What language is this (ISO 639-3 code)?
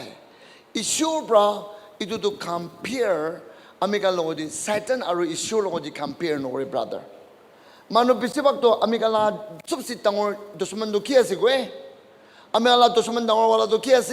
nag